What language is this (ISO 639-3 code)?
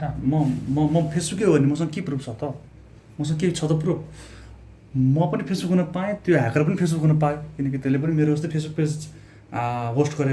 nep